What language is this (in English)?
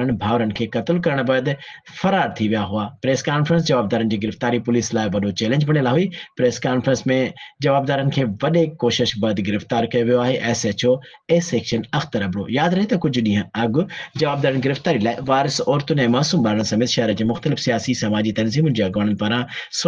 Sindhi